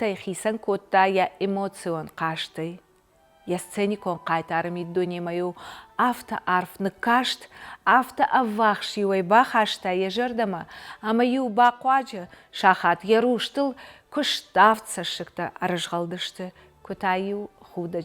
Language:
Ossetic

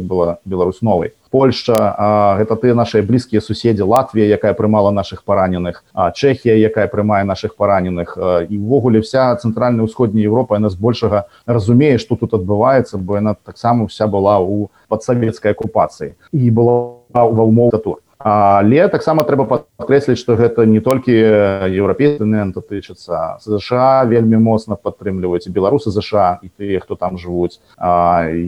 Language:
Belarusian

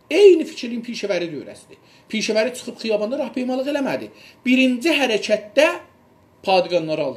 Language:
South Azerbaijani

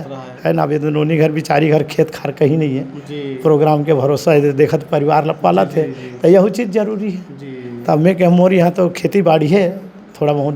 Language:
Chhattisgarhi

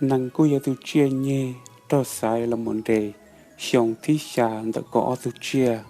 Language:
Hmong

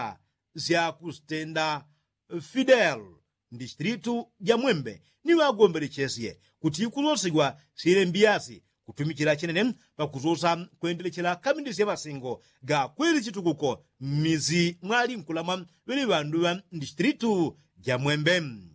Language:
Yao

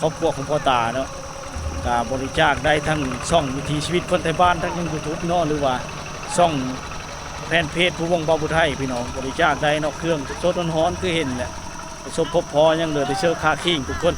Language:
Lao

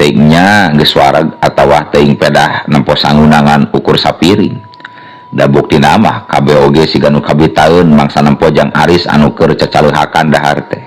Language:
Sundanese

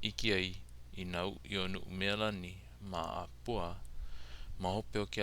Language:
Hawaiian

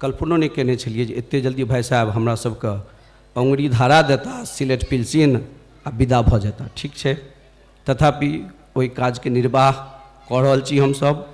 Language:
Maithili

